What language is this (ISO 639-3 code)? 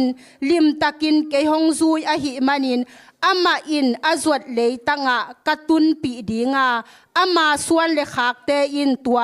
ctd